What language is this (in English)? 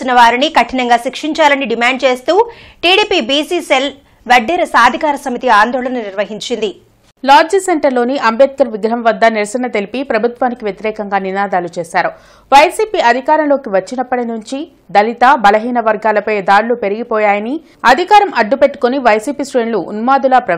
Telugu